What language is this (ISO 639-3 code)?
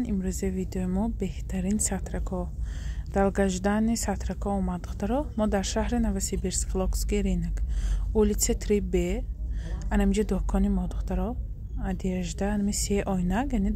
tgk